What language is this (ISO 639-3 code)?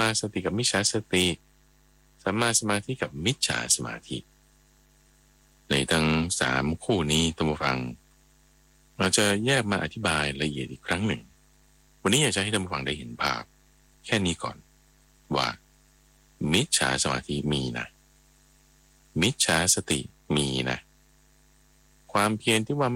tha